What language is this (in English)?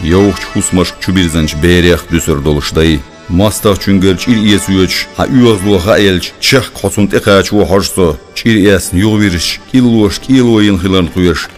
Chechen